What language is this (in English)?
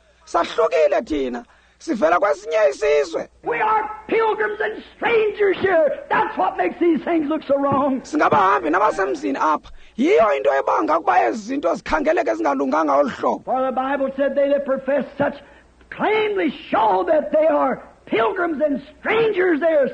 Xhosa